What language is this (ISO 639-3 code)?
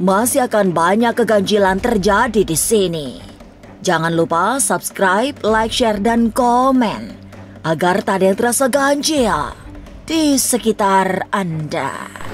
ind